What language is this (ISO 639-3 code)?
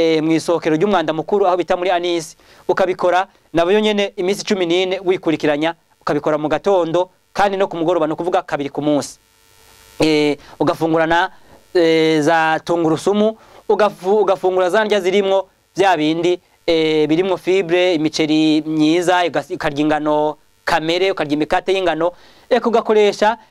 run